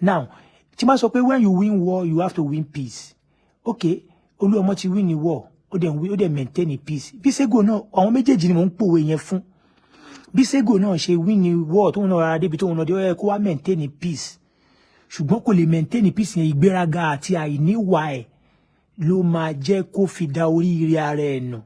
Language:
Yoruba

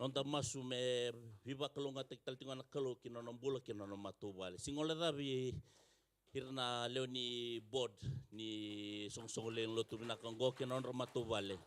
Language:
Fijian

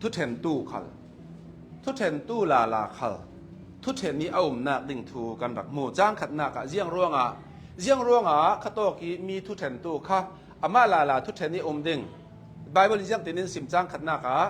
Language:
Hakha Chin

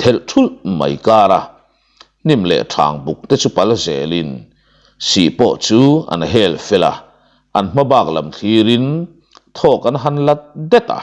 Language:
Mizo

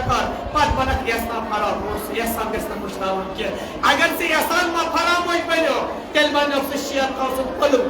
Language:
Kashmiri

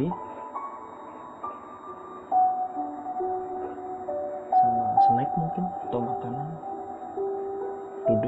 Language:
Indonesian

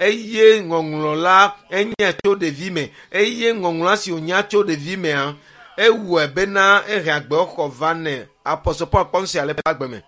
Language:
Ewe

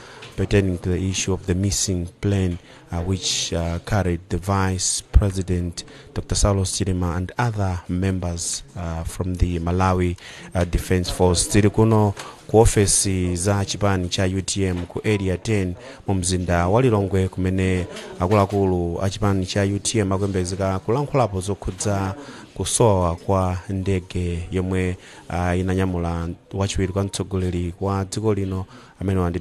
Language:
Nyanja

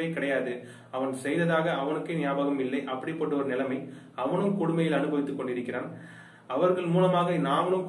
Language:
Tamil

